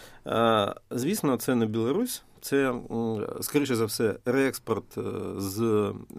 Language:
Ukrainian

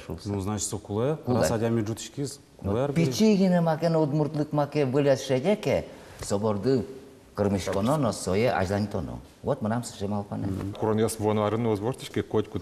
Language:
Udmurt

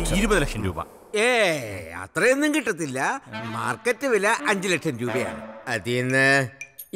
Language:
Malayalam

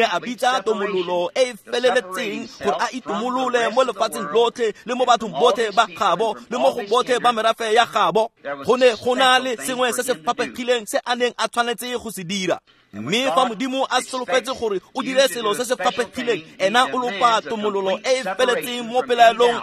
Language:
Tswana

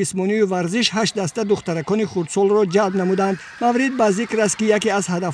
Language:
Tajik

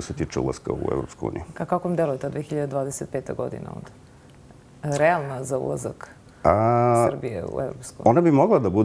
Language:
Serbian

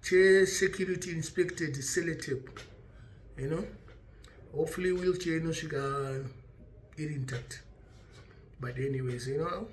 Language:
Shona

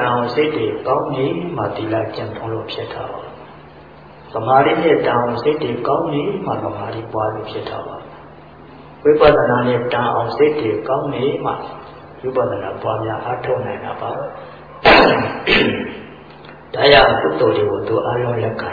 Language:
Burmese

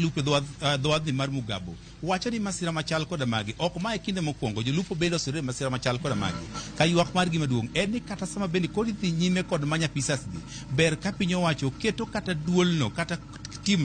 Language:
Luo (Kenya and Tanzania)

